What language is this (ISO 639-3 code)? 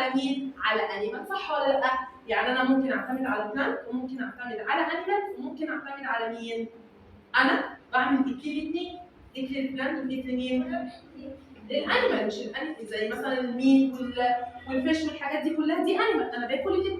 arz